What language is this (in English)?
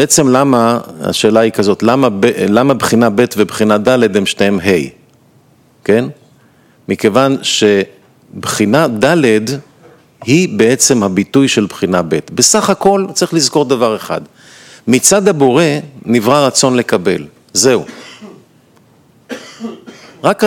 Hebrew